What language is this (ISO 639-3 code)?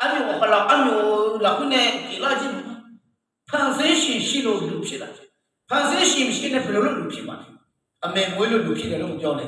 ahk